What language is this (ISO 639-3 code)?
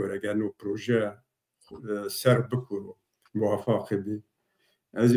zza